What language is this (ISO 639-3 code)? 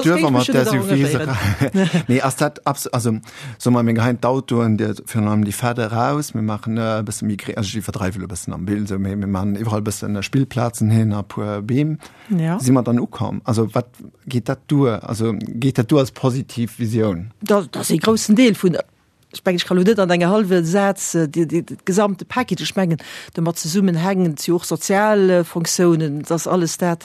ltz